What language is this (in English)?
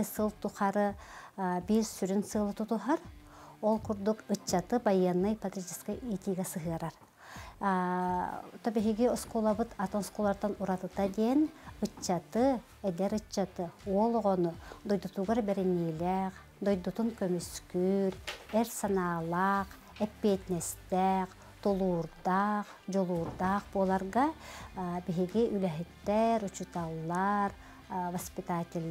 Yakut